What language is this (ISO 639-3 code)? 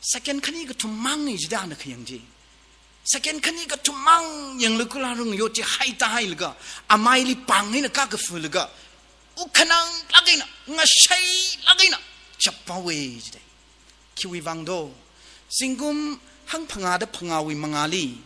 nmf